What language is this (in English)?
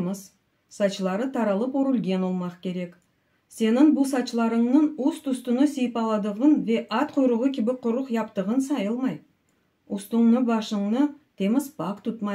Crimean Tatar